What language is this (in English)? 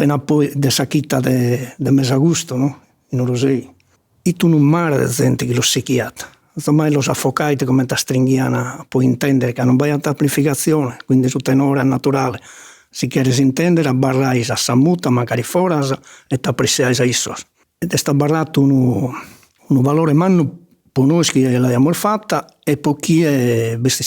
Sardinian